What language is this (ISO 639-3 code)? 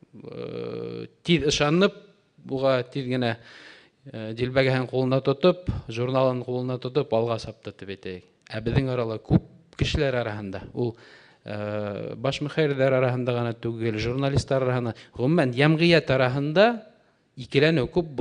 bak